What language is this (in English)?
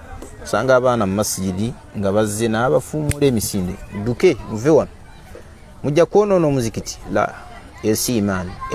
Ganda